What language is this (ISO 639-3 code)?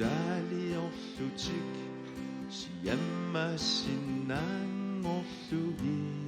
kal